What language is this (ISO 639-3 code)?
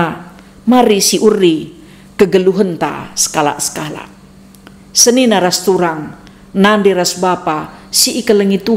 btx